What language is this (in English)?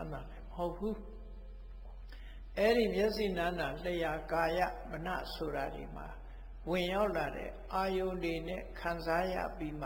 Burmese